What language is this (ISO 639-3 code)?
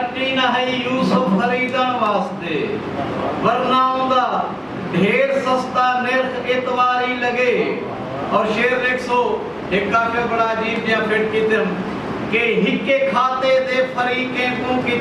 skr